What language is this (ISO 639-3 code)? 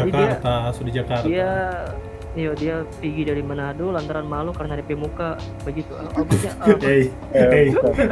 xmm